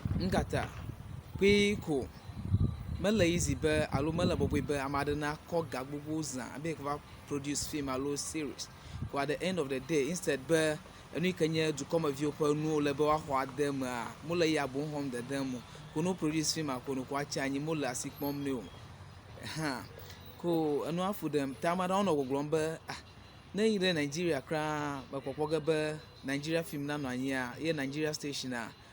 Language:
Ewe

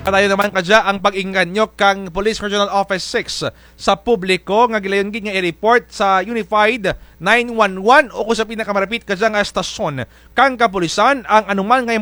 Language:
Kinaray-a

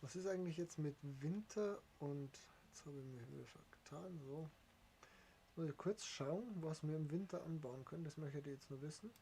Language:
Bavarian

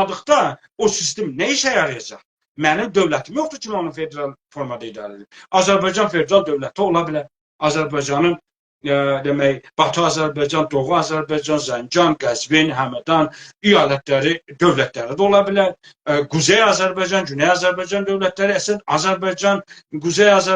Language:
South Azerbaijani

